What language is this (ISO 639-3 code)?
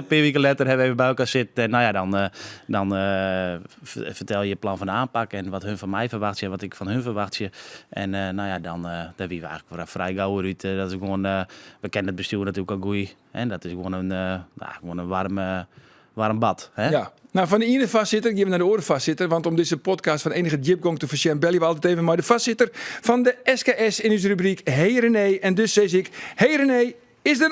fry